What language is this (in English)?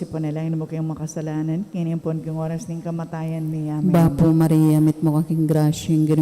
Pampanga